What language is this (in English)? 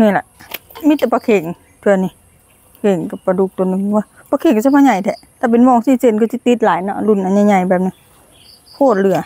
Lao